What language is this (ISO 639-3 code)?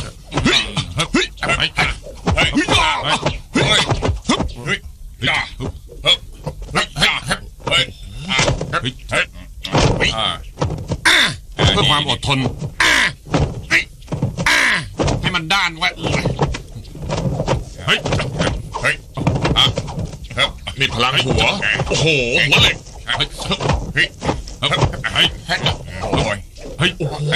tha